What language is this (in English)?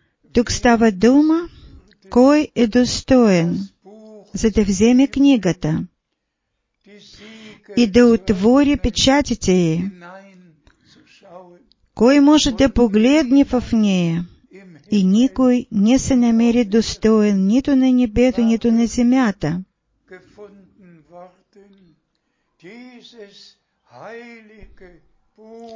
Bulgarian